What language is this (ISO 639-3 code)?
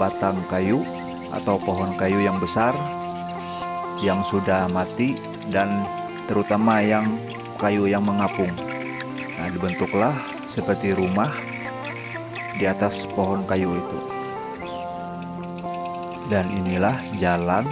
ind